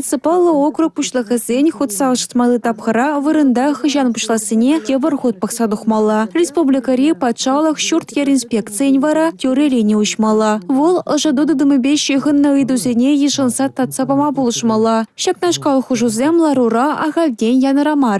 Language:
Chuvash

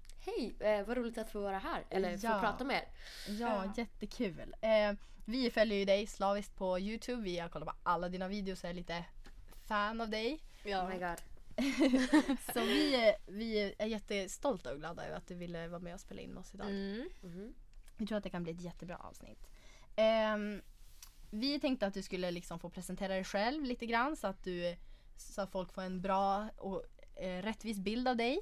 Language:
Swedish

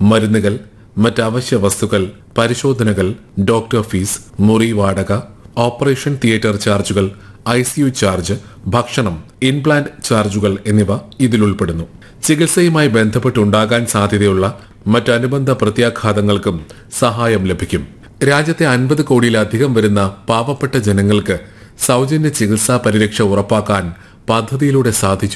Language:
Malayalam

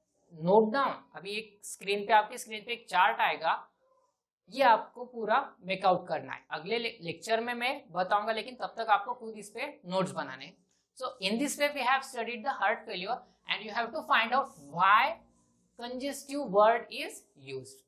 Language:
Hindi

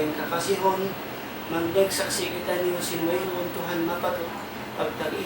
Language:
Tausug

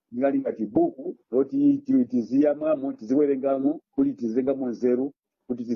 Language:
Nyanja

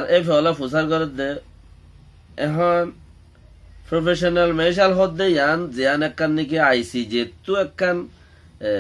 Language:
Rohingya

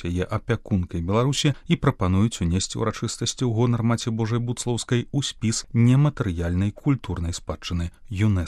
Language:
Belarusian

